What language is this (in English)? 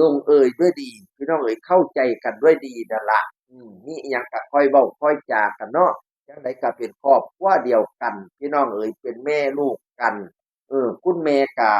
Northeastern Thai